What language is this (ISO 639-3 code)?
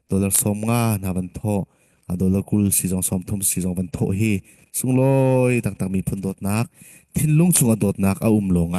cfm